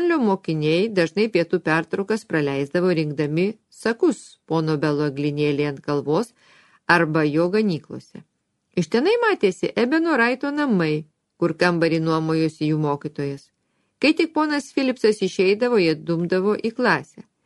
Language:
Lithuanian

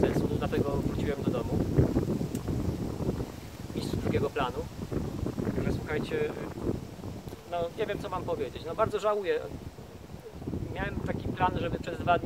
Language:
Polish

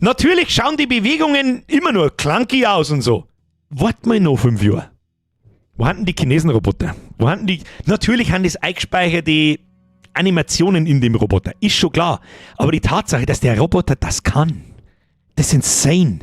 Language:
Bavarian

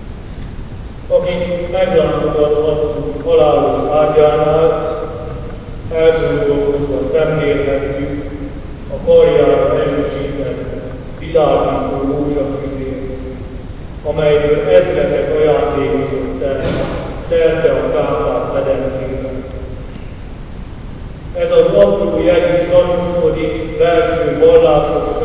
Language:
Hungarian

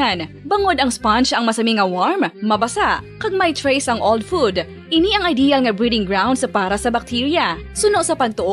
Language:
Hiligaynon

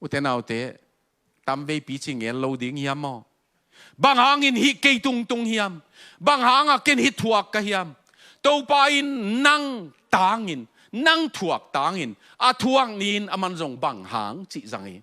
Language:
Tedim Chin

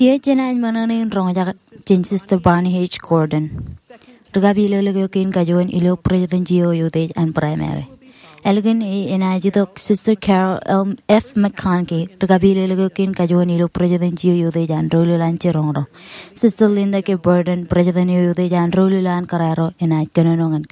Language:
Marshallese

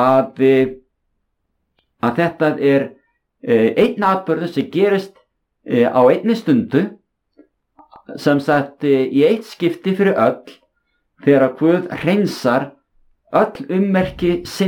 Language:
Icelandic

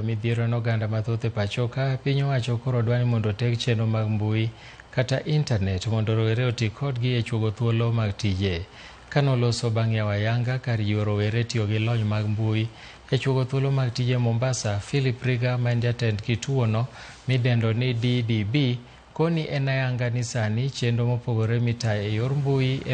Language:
Luo (Kenya and Tanzania)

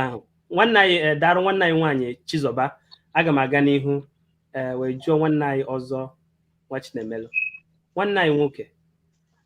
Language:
Igbo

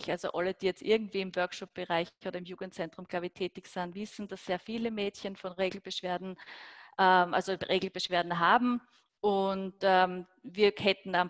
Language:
German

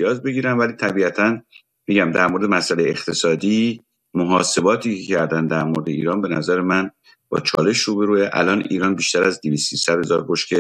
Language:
Persian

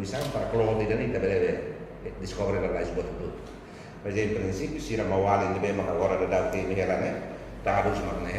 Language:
Tetum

